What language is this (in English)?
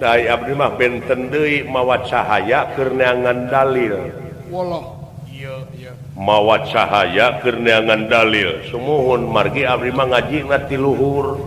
Sundanese